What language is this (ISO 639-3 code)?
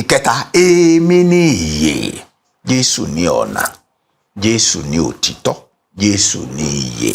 yor